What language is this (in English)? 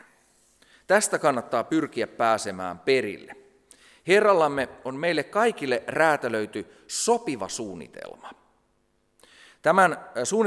Finnish